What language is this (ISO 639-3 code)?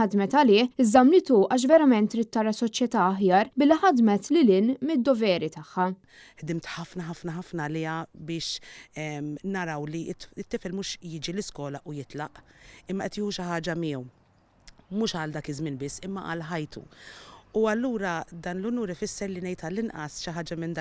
mlt